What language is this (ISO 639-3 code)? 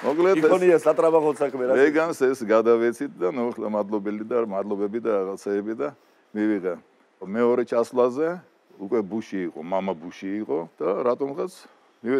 kat